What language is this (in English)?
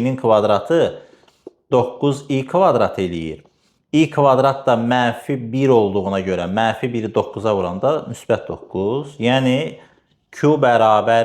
Azerbaijani